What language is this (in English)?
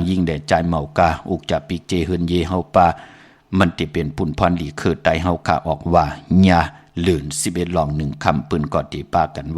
Shan